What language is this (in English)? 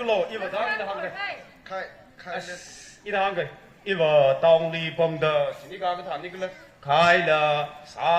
Tangkhul Naga (India)